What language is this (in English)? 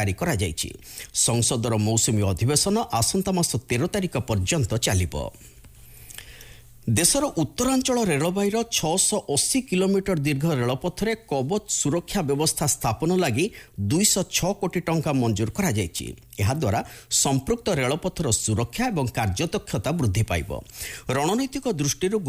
Odia